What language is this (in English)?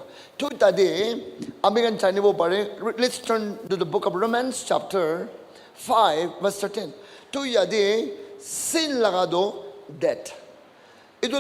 Naga Pidgin